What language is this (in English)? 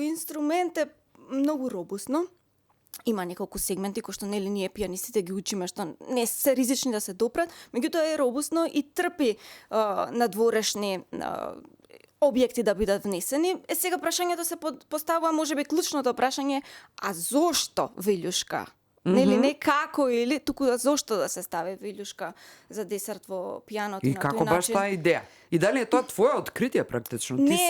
Macedonian